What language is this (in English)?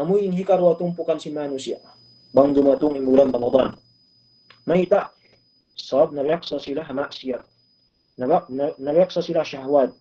Tausug